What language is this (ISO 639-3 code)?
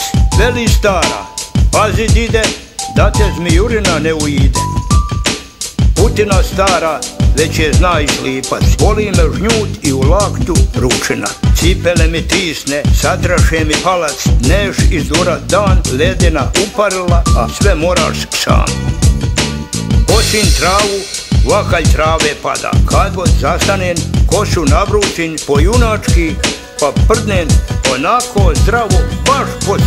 hrv